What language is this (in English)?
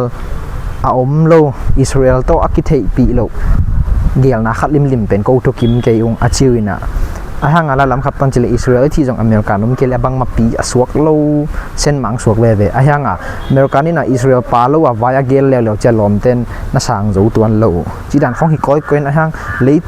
Tedim Chin